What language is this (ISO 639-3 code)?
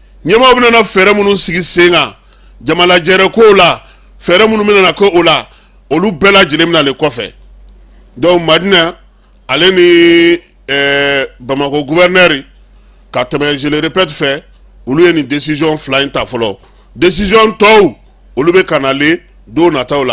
bam